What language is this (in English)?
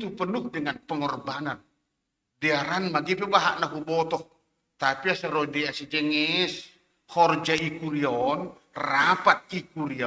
Batak Simalungun